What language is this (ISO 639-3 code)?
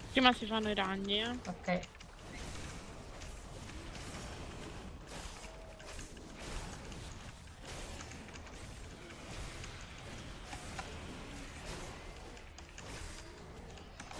ita